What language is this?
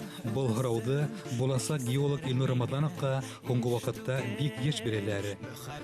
Bashkir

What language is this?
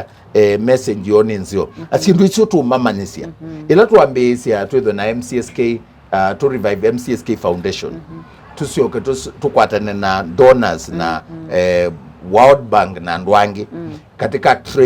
Kamba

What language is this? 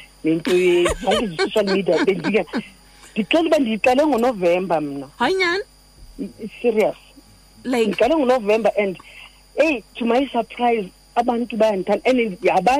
Xhosa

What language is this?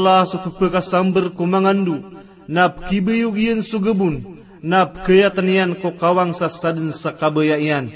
Maranao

